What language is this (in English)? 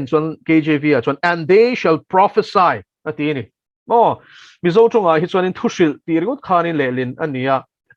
Mizo